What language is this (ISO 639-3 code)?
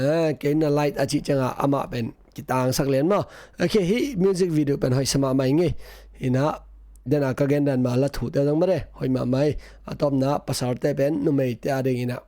ctd